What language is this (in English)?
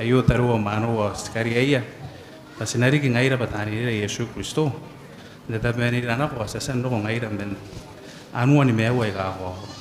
Gilbertese